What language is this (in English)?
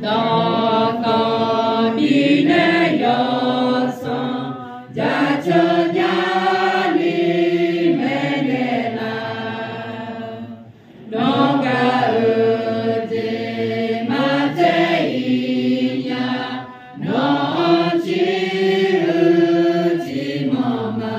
Akha